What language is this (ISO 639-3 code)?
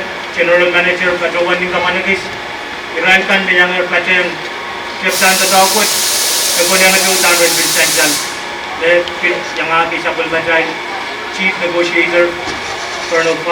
pon